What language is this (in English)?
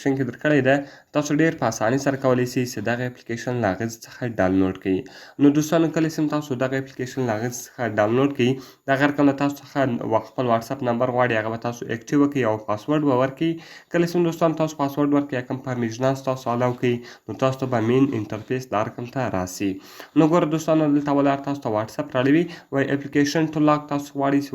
Pashto